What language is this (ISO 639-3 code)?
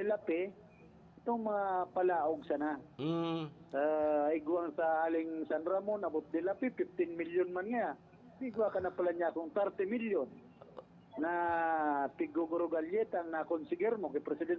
bik